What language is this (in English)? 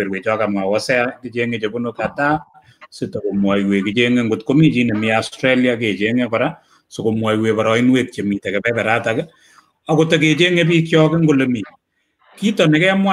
Kalenjin